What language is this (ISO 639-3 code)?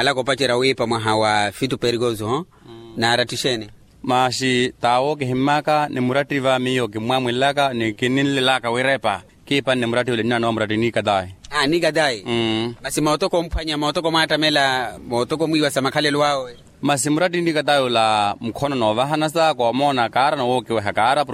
vmw